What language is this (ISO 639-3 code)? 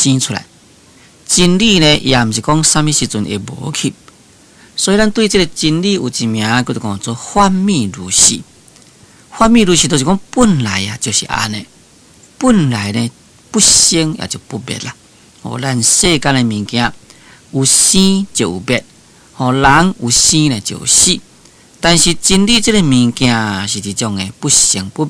nan